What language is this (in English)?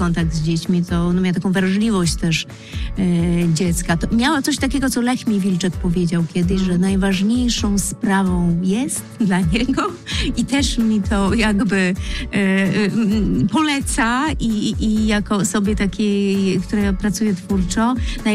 Polish